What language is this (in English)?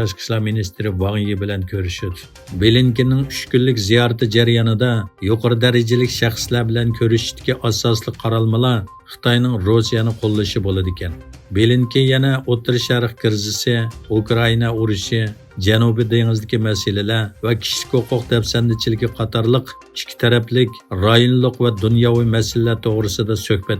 Uyghur